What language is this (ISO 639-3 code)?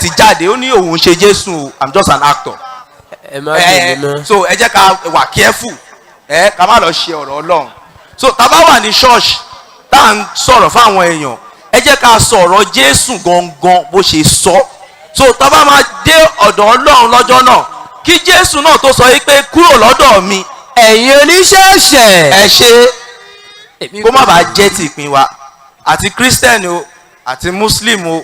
yor